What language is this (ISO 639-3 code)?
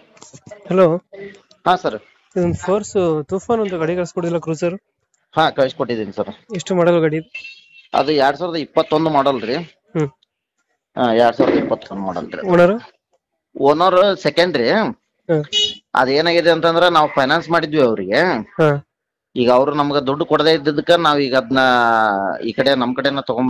kan